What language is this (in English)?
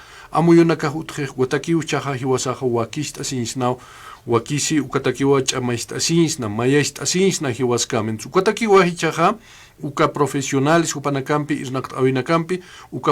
Aymara